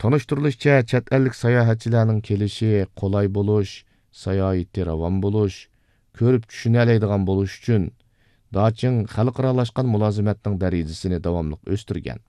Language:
Uyghur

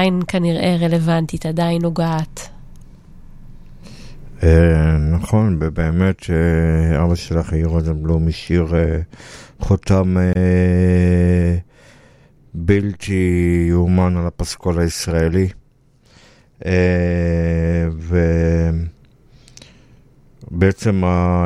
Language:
Hebrew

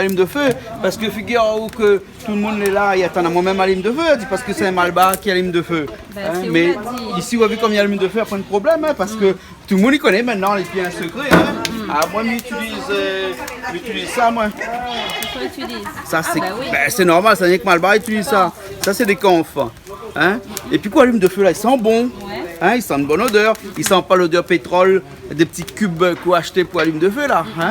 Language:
Réunion Creole French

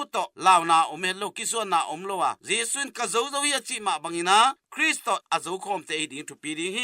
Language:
Tedim Chin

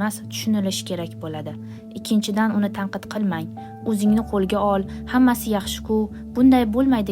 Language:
Uzbek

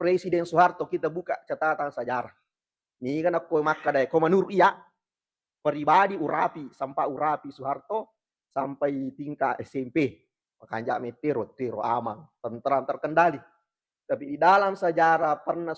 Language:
Buginese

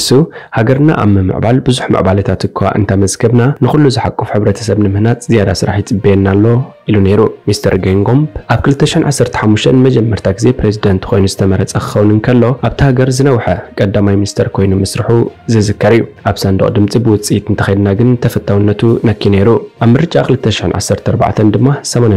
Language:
Tigrinya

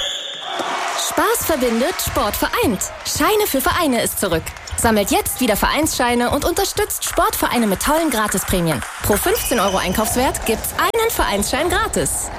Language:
German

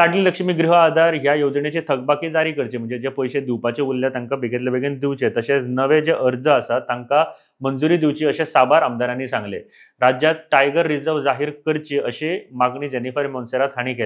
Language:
Konkani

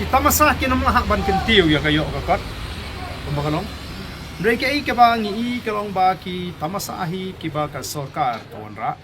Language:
Khasi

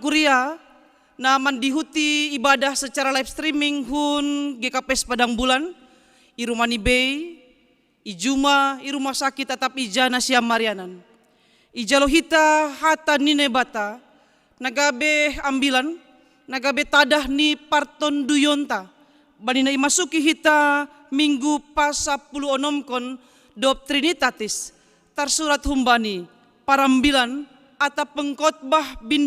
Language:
Batak Simalungun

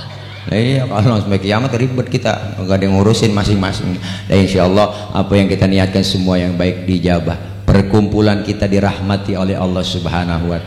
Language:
Betawi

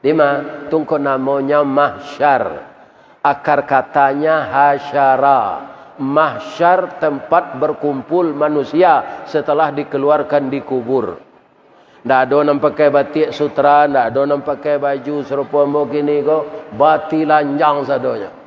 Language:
Minangkabau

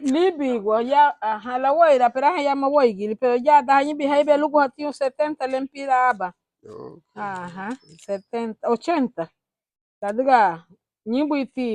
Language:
Garifuna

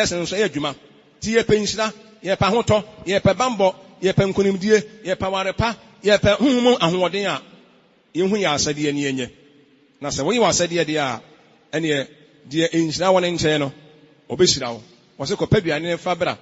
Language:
Akan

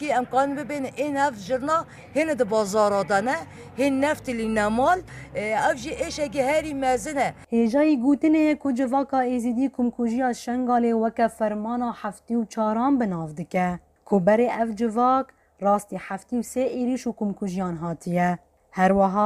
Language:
Kurdish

